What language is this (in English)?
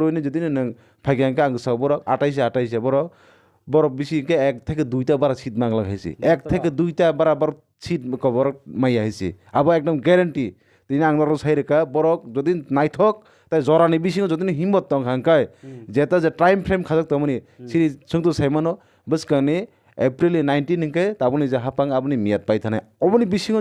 Kok Borok